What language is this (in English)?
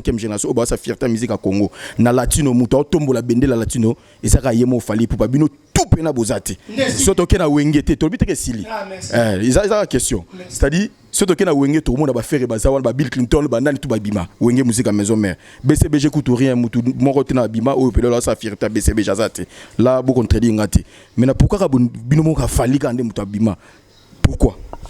Lingala